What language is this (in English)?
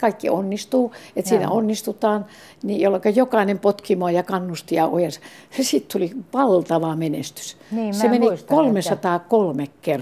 Finnish